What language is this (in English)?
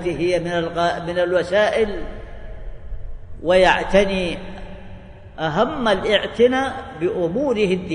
Arabic